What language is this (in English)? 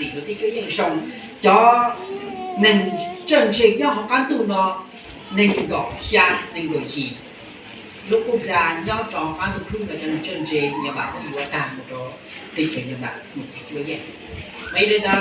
Hmong